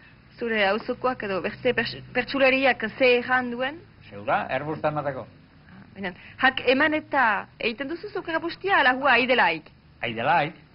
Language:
Basque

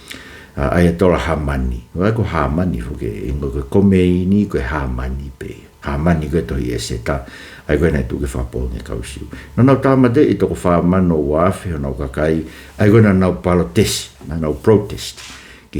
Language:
Tongan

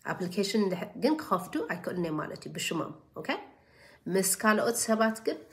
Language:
Tigrinya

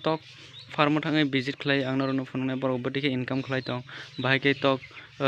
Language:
Kok Borok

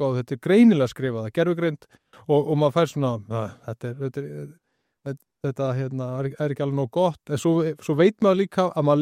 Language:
Icelandic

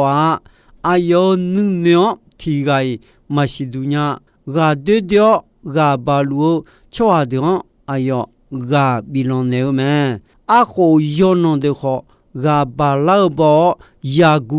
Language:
Akha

